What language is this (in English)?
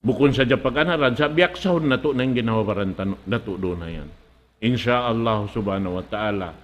Tausug